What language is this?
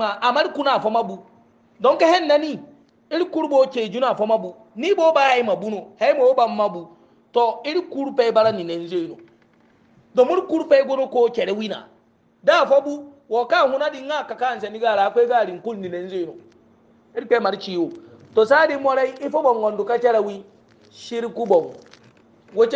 Hausa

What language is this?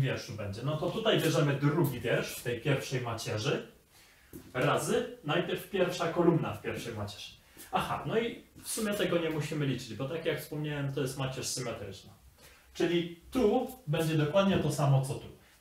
Polish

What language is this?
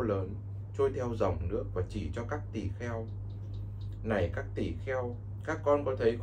Vietnamese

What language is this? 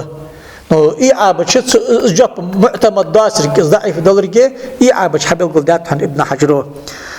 Ingush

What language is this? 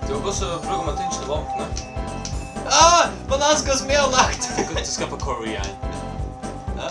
Faroese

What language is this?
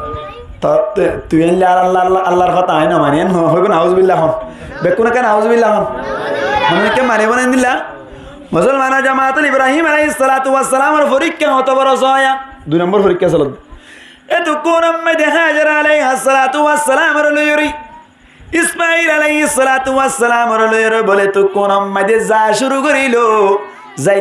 Rohingya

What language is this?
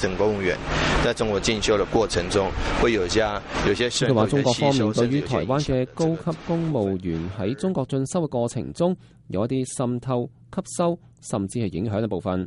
Cantonese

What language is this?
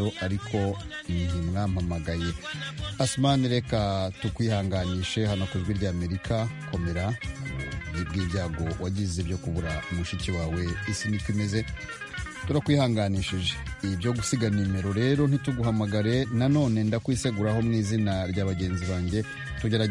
Kinyarwanda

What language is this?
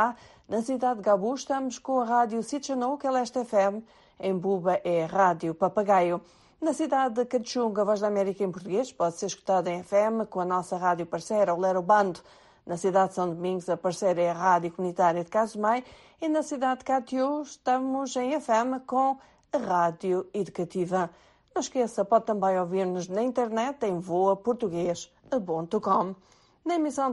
Portuguese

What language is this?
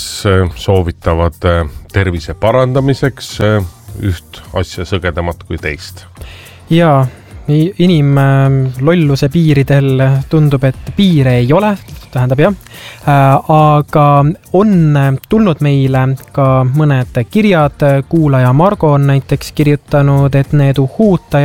Estonian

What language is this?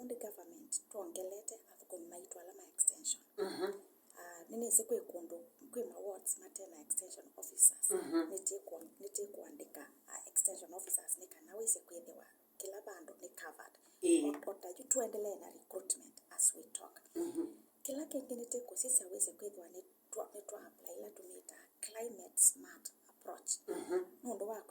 Kamba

